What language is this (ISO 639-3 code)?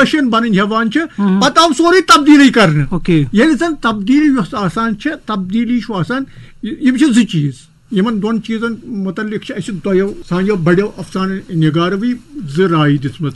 kas